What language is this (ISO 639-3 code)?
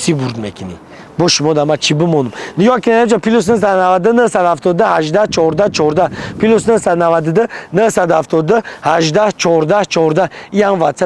tgk